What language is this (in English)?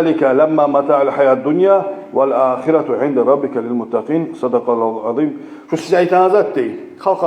Kumyk